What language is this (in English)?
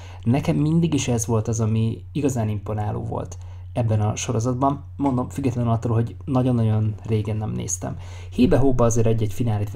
Hungarian